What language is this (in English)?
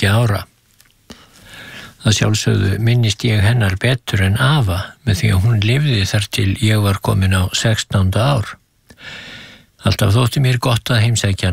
Icelandic